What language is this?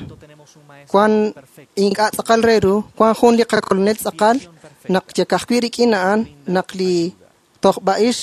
Kekchí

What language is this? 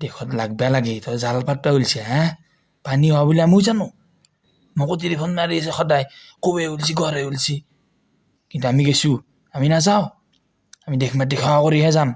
Assamese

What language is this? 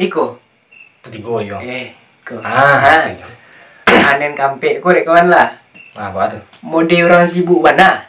Minangkabau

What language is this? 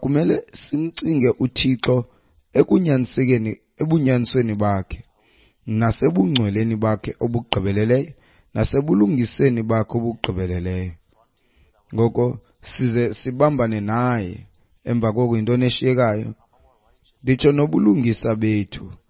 Xhosa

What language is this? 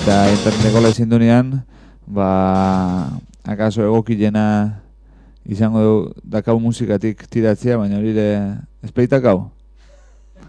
Basque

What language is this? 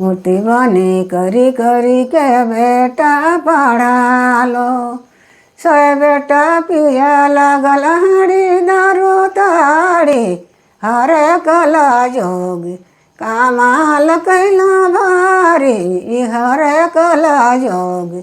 Sadri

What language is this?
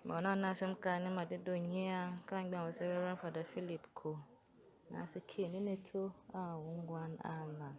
Tiv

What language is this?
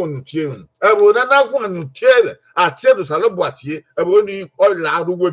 Bini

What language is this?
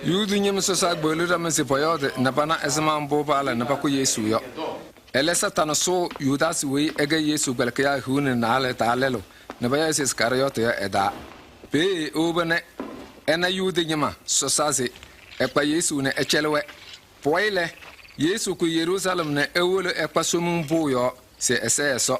Kabiyè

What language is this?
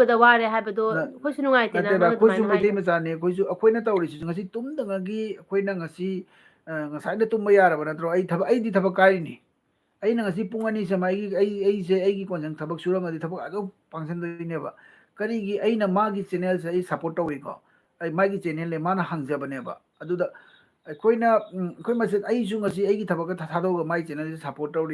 Manipuri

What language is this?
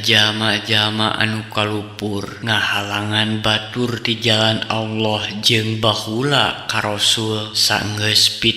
Sundanese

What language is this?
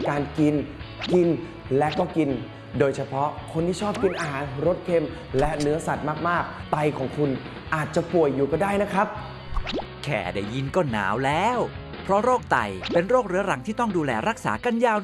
Thai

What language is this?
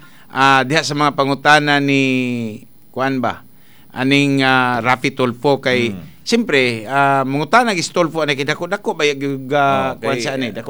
Cebuano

